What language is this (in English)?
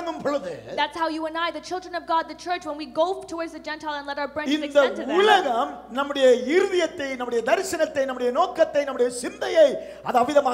Tamil